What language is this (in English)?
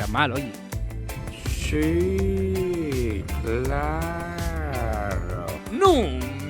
Asturian